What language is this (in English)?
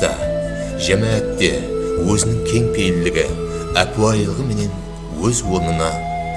Kara-Kalpak